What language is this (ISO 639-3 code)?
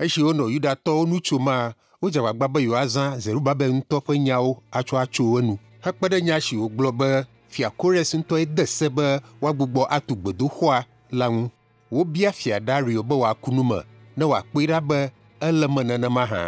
ewe